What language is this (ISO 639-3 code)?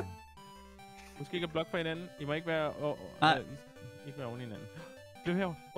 dan